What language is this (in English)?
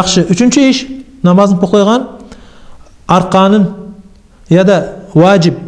Kumyk